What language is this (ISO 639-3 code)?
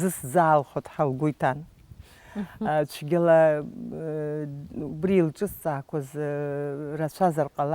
abk